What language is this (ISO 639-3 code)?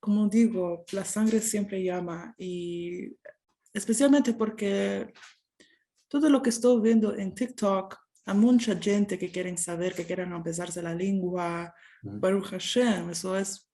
lad